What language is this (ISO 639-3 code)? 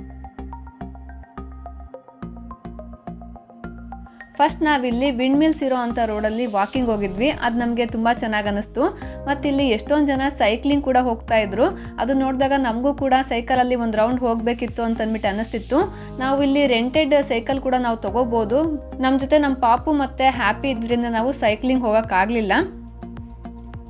kan